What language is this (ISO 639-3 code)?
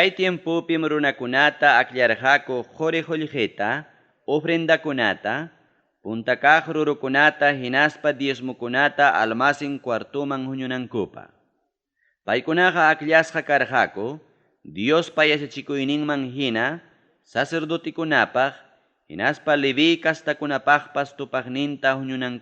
quy